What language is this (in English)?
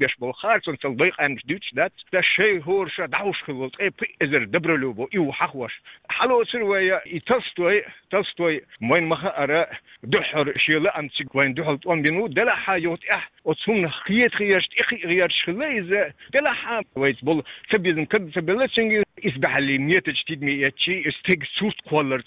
Chechen